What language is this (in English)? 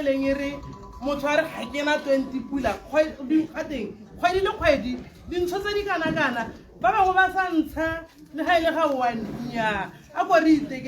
Tswana